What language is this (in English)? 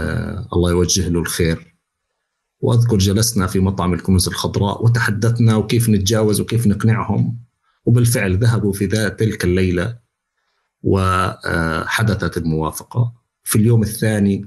North Levantine Arabic